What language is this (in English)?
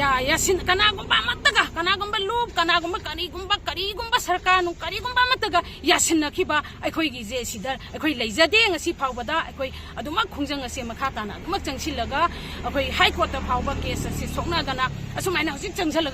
Manipuri